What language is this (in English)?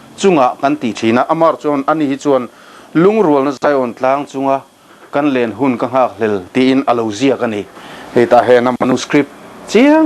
Mizo